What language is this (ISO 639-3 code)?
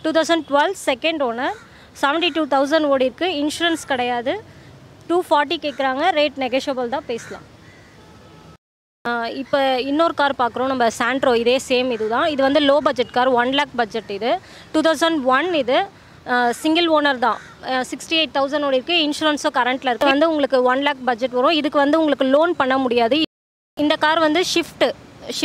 tam